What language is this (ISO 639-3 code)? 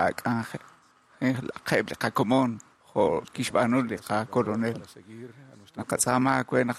kek